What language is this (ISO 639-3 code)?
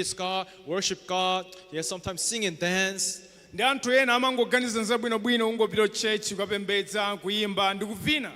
nya